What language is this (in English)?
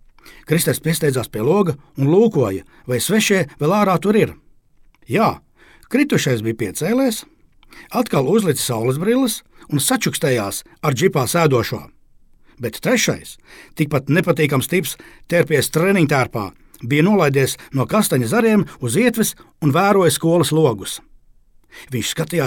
Latvian